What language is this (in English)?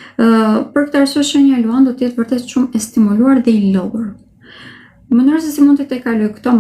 Albanian